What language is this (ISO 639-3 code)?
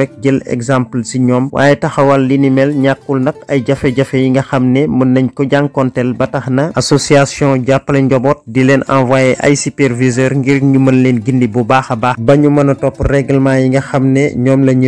wol